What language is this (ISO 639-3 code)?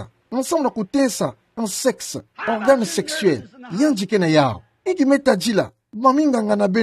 ktu